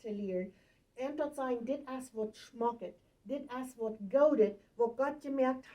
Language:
Plautdietsch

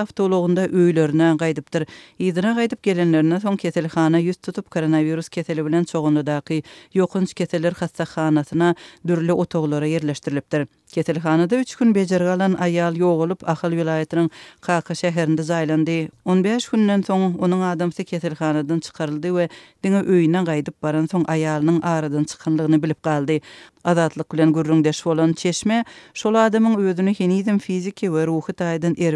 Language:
Turkmen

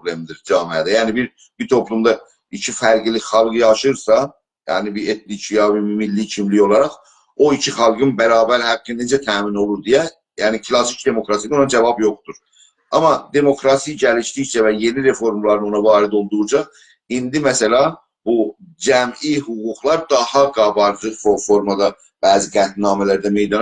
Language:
South Azerbaijani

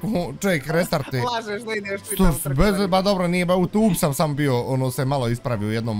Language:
Bosnian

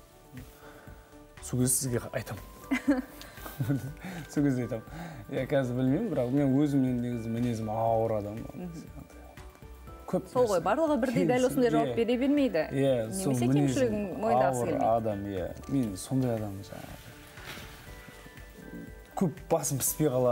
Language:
Kazakh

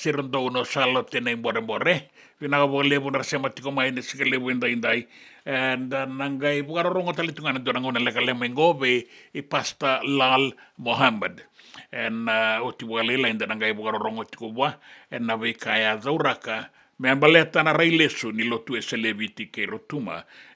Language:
Fijian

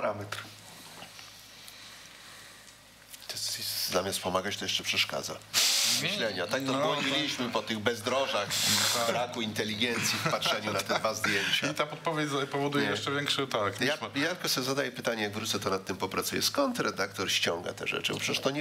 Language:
Polish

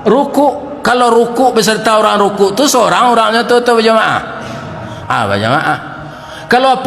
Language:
Minangkabau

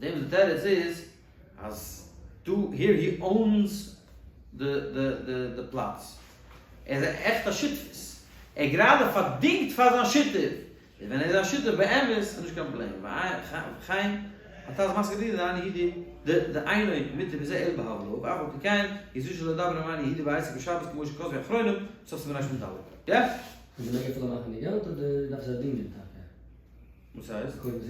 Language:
Yiddish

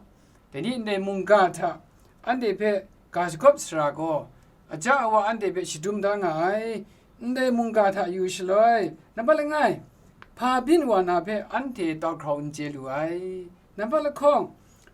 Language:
Kachin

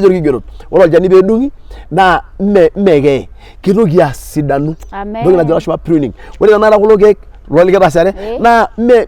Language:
Masai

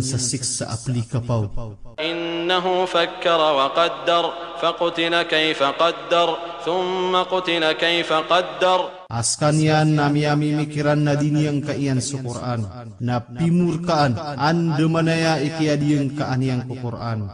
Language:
Maranao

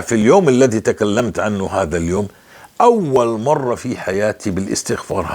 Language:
North Levantine Arabic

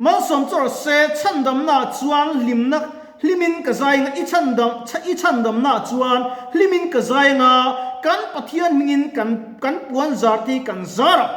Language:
Mizo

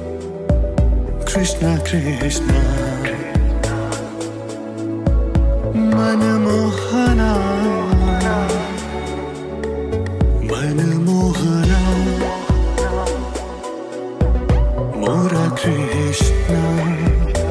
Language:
Hindi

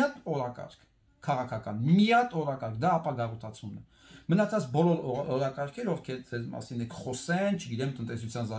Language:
Armenian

